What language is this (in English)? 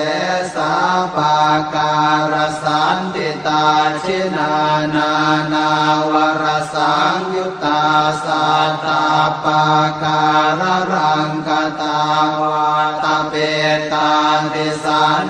Pali